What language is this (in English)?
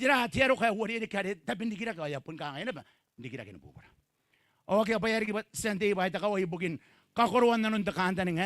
Gilbertese